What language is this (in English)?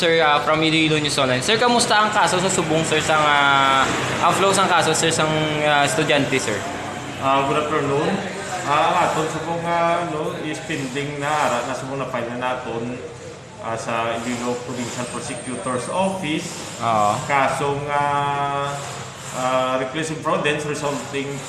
Hiligaynon